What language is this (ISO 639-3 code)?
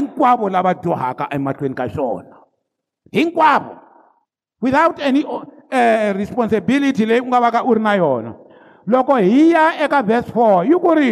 tso